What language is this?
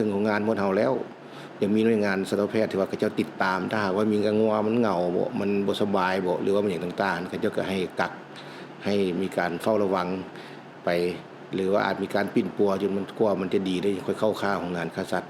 Lao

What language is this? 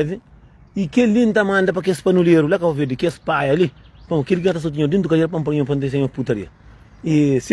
Kabuverdianu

